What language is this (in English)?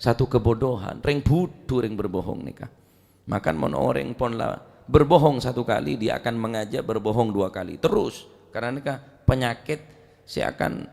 Madurese